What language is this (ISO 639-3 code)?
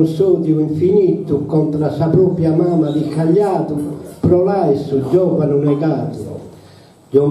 srd